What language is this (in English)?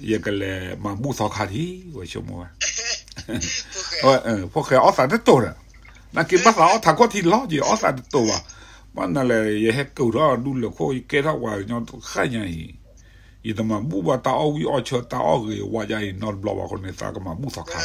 S'gaw Karen